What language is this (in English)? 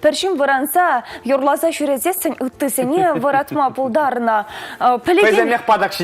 Chuvash